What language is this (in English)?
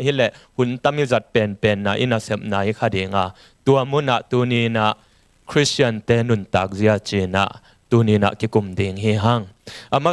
Tedim Chin